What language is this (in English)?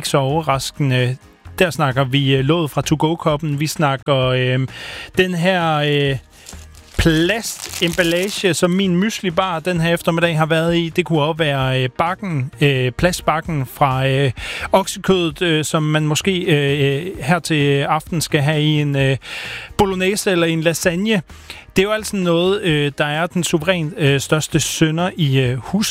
Danish